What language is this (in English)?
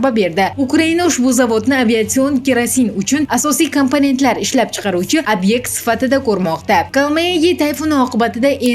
Uzbek